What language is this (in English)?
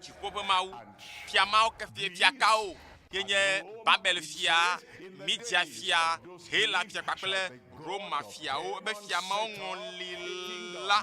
Ewe